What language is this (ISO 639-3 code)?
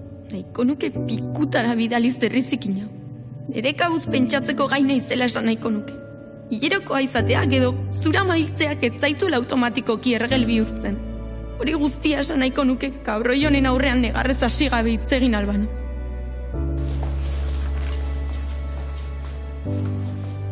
eus